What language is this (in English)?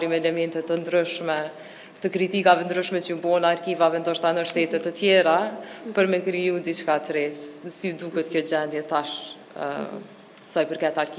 Albanian